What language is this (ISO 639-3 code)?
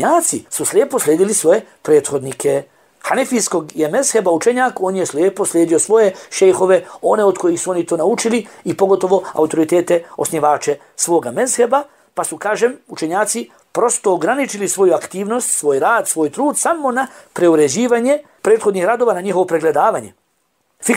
bos